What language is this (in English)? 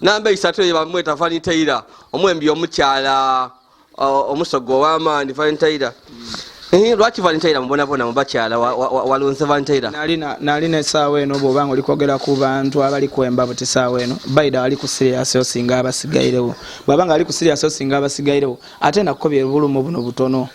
Ganda